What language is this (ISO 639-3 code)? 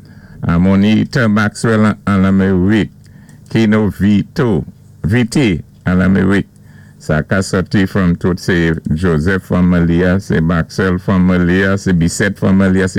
acf